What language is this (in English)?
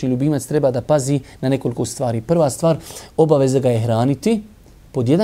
Bosnian